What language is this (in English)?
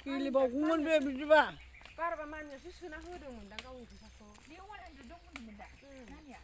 Bodo